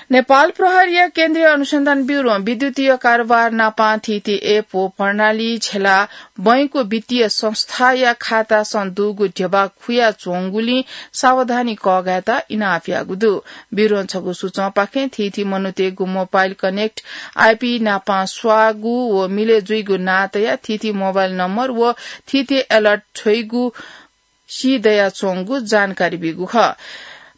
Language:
Newari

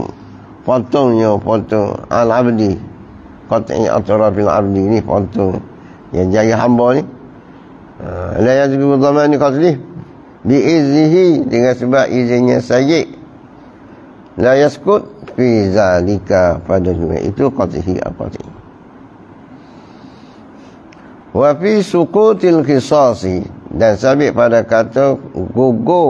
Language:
Malay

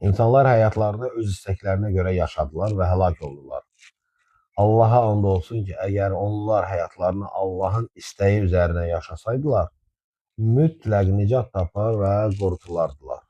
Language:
Azerbaijani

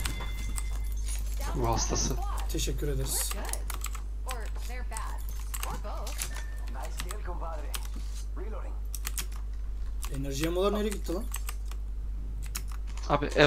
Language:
Turkish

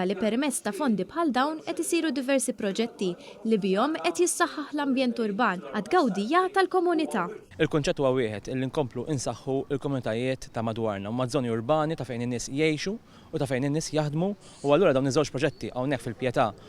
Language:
Maltese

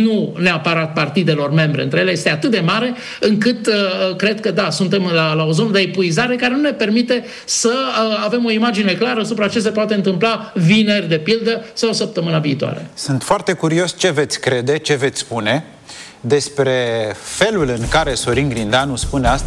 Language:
Romanian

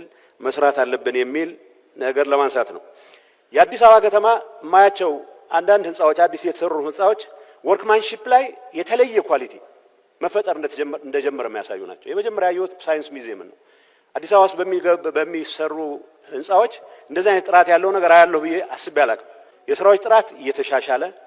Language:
Amharic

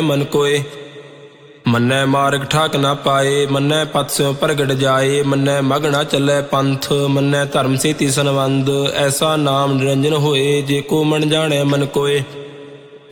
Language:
Punjabi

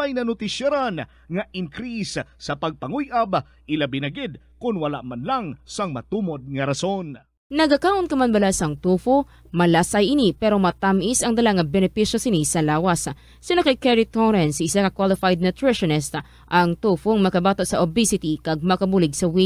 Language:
Hiligaynon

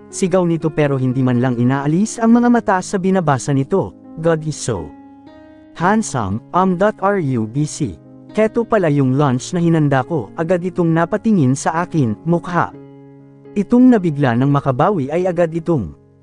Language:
Filipino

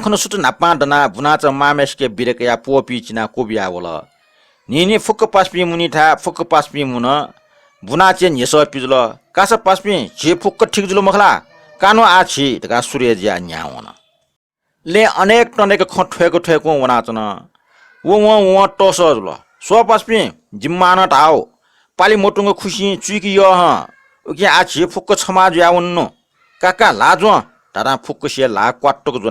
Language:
Newari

